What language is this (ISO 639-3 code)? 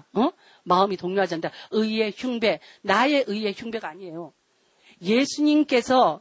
kor